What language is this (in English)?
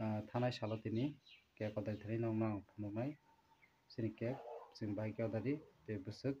Kok Borok